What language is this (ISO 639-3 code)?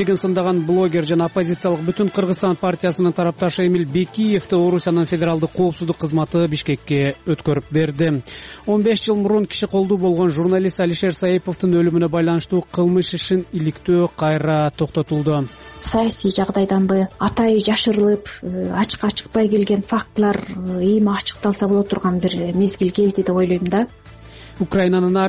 kir